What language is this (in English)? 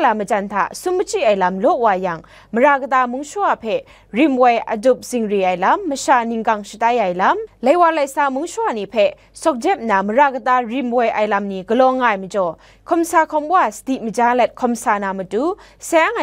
Kachin